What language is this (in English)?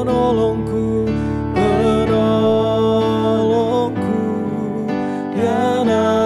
Indonesian